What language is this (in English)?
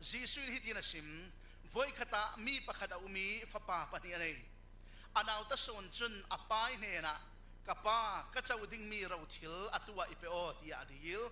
Falam Chin